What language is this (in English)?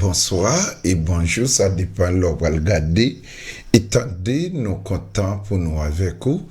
Haitian Creole